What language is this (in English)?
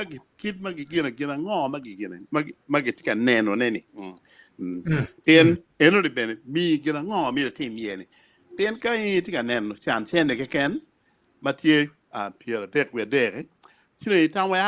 Acoli